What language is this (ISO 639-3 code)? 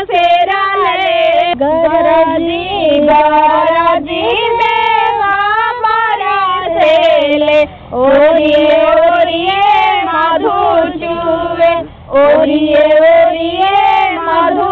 bho